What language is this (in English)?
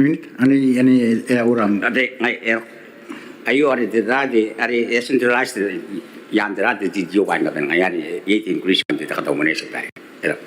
Gilbertese